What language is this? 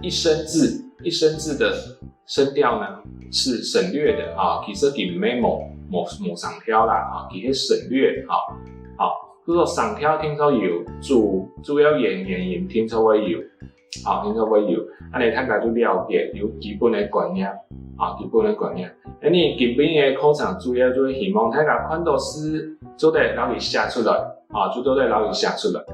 Hakka Chinese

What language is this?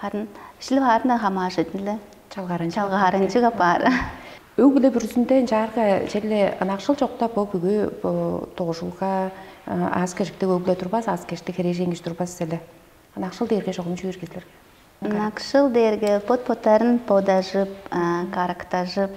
Tuvinian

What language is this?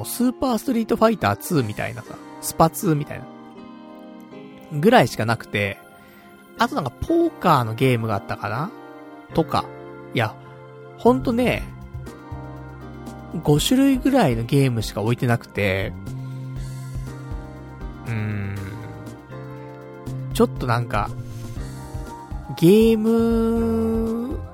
Japanese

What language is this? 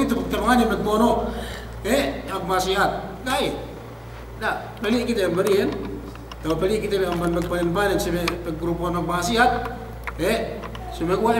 Yakan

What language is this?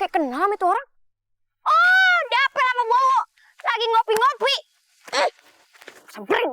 Betawi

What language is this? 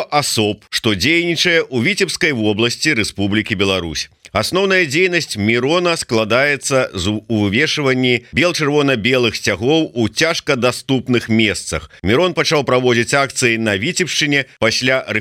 Belarusian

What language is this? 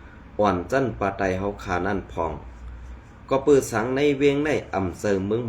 Shan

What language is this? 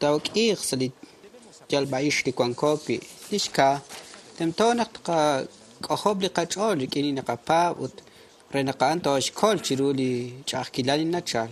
Kekchí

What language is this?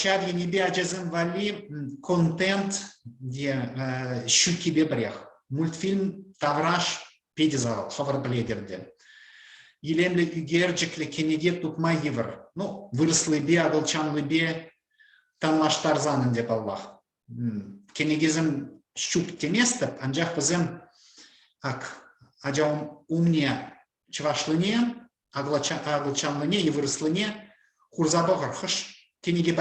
Chuvash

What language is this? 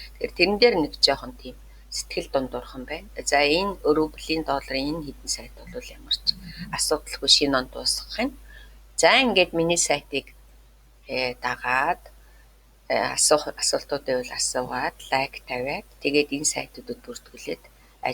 Mongolian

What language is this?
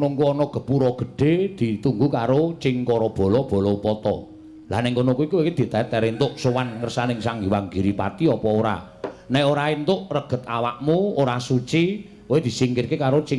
Javanese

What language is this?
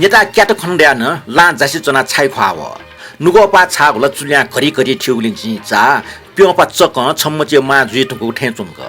Newari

